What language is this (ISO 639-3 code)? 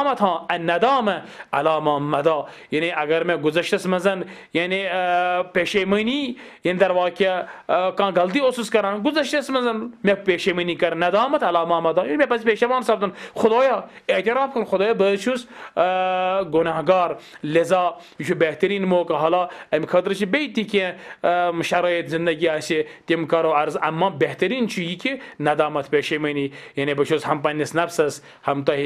kas